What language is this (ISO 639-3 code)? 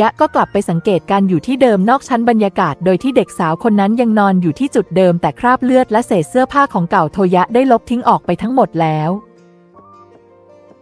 tha